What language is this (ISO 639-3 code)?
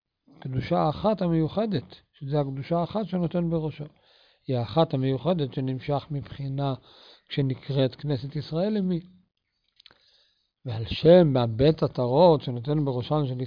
heb